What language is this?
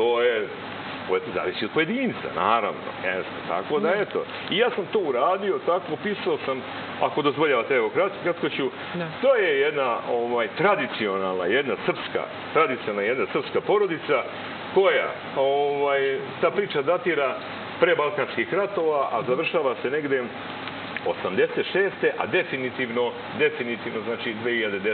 Serbian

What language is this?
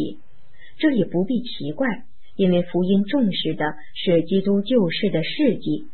Chinese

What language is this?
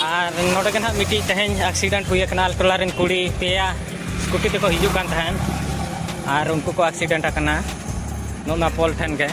Santali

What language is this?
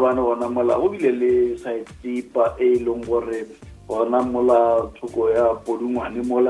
Northern Sotho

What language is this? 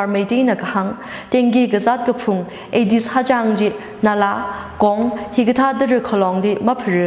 Tangkhul Naga (India)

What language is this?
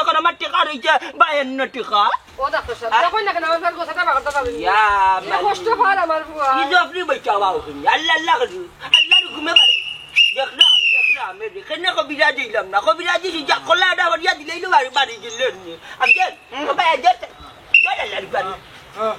Sylheti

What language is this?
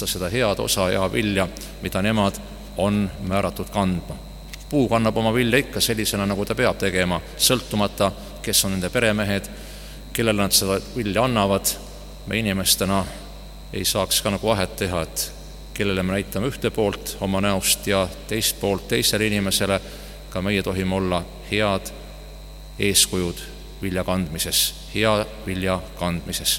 Estonian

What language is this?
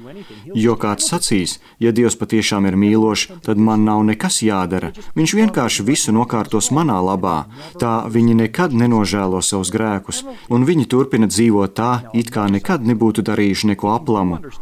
Latvian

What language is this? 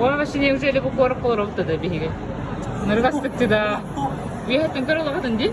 Yakut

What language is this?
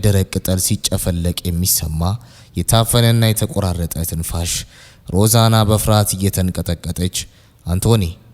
Amharic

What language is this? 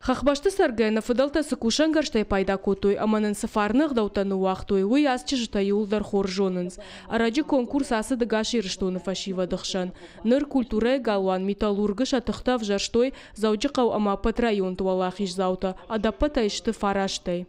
Ossetic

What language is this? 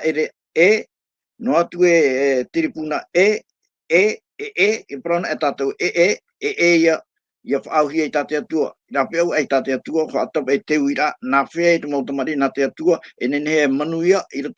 Tahitian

